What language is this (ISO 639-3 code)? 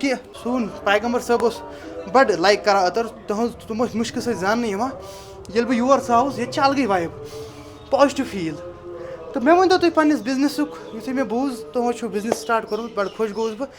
kas